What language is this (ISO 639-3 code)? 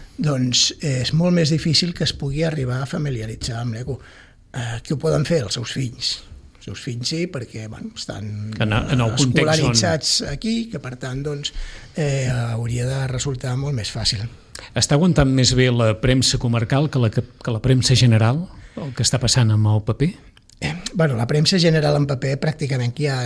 cat